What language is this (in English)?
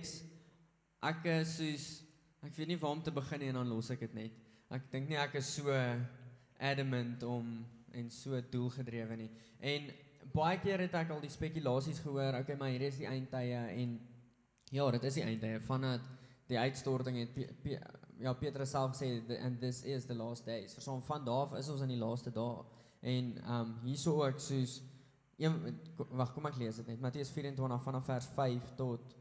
Afrikaans